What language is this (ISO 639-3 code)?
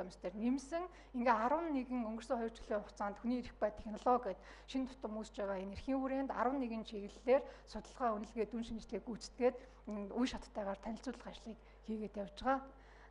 mon